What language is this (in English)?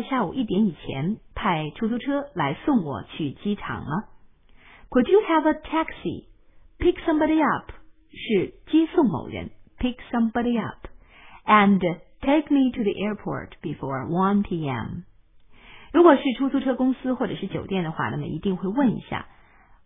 Chinese